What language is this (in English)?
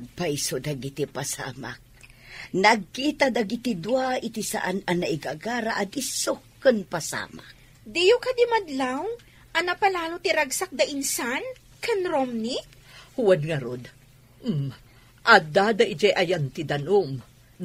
Iloko